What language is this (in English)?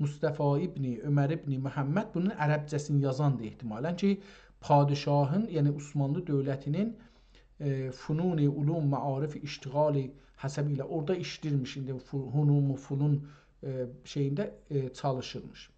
South Azerbaijani